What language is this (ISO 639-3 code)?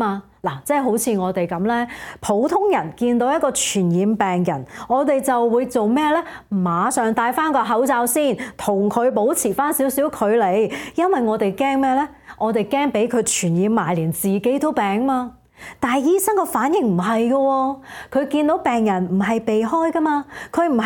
yue